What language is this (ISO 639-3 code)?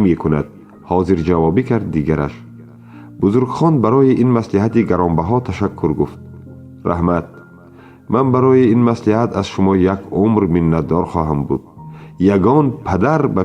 tgk